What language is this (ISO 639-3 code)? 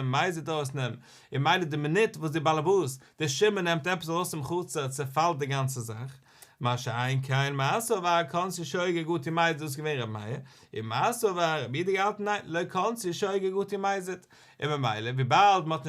yid